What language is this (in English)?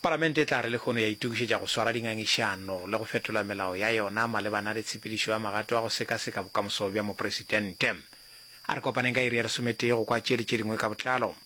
Northern Sotho